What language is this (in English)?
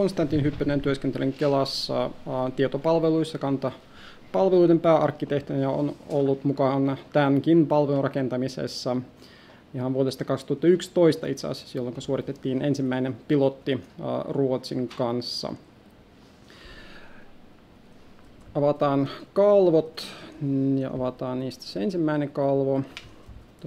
Finnish